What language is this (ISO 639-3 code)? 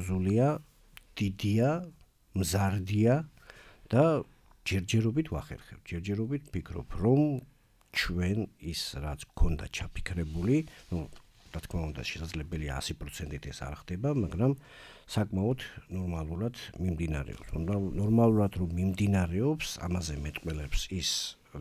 kat